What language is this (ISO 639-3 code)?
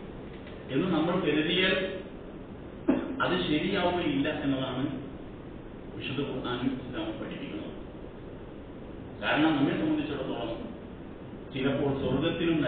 mal